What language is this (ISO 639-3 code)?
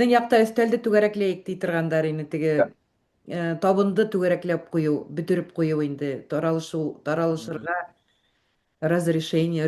bak